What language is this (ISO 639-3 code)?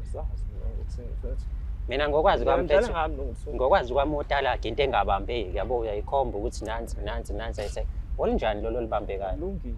zul